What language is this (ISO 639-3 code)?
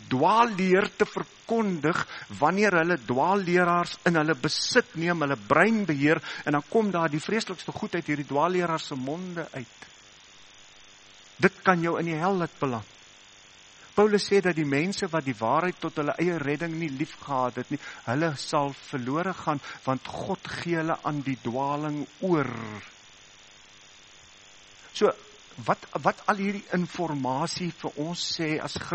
afr